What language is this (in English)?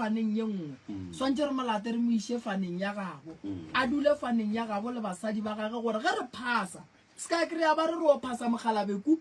Northern Sotho